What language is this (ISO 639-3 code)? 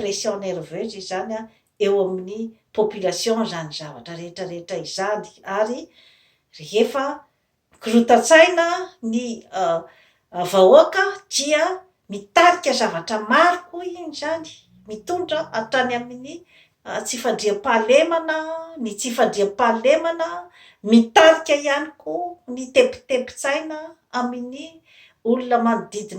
mlg